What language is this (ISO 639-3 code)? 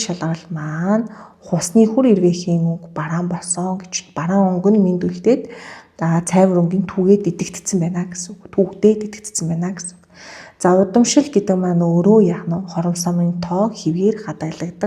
mon